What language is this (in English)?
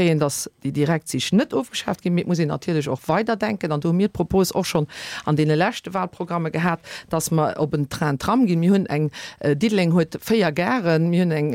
Luxembourgish